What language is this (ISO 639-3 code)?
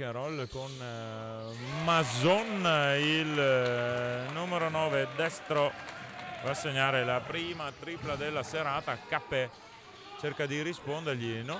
ita